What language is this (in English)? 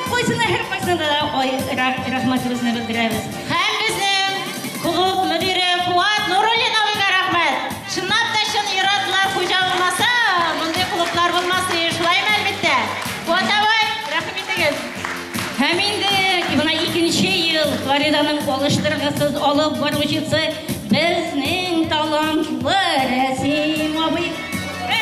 Bashkir